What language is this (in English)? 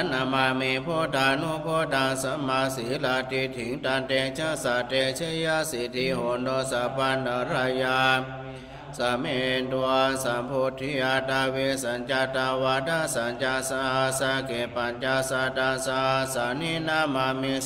Pali